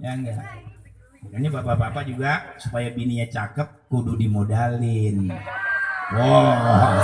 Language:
Betawi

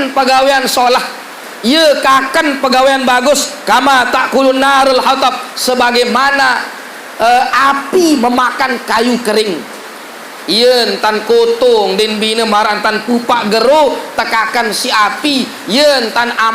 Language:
Sasak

